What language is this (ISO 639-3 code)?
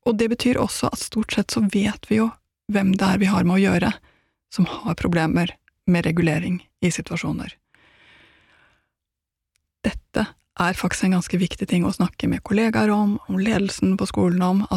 nor